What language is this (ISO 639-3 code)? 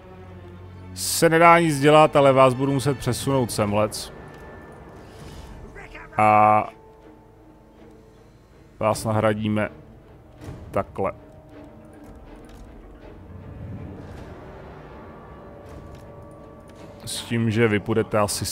ces